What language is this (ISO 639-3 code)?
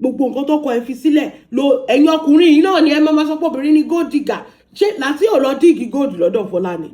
yor